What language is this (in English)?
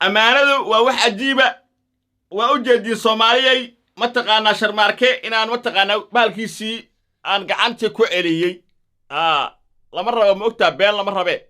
Somali